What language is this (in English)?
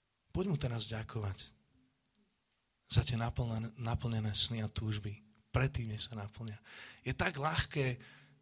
Slovak